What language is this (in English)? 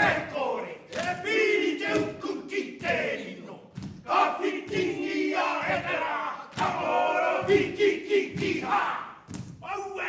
Māori